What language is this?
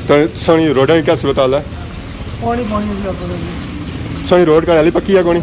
Pahari-Potwari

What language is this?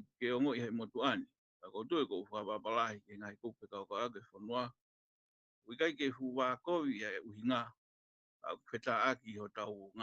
Tongan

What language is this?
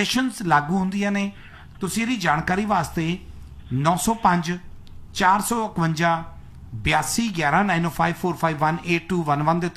Punjabi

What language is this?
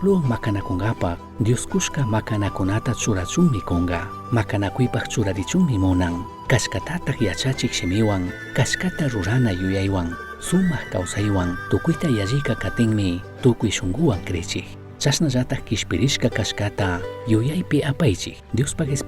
Chimborazo Highland Quichua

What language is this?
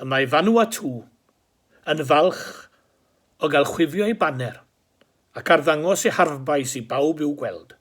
Welsh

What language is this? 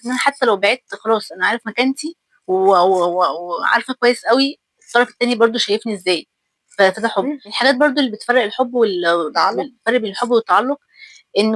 Egyptian Arabic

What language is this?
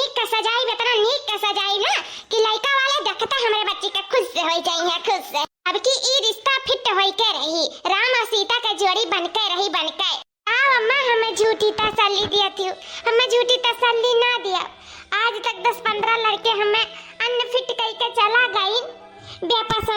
Awadhi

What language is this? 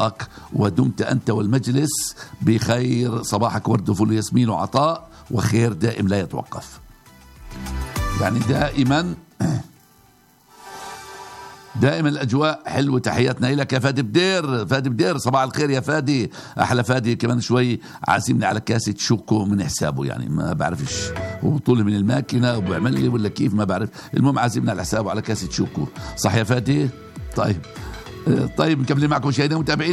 South Levantine Arabic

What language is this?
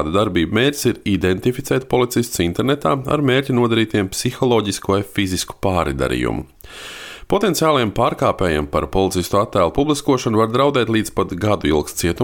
Latvian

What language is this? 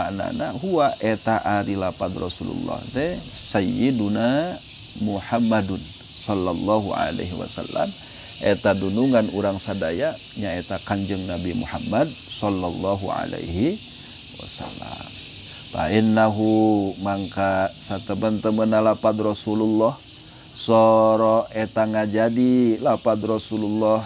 Sundanese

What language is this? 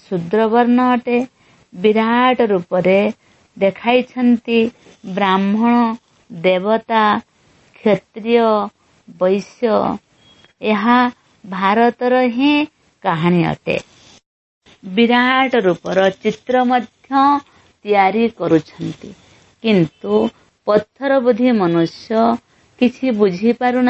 Odia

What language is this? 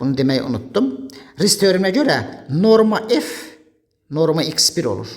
Azerbaijani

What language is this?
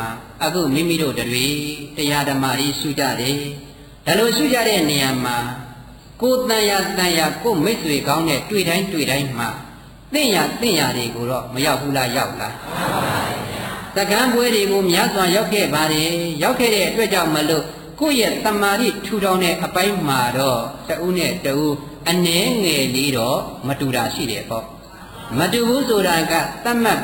Burmese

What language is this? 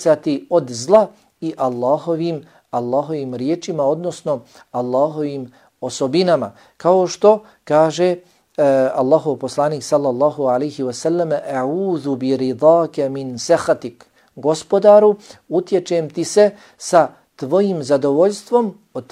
Bosnian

